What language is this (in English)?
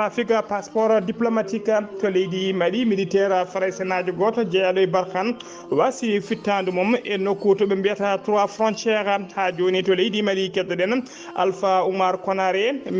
Fula